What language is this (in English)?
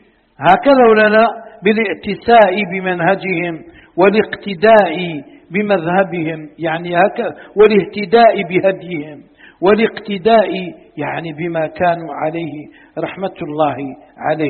Arabic